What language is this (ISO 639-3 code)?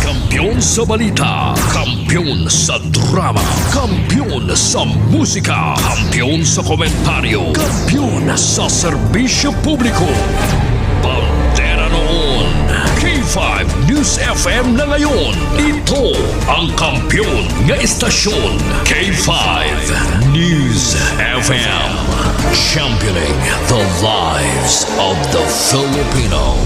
hil